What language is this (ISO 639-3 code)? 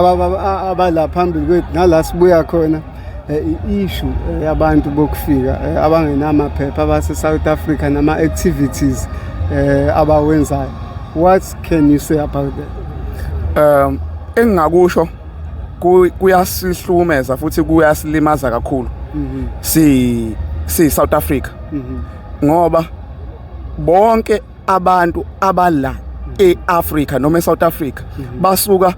zul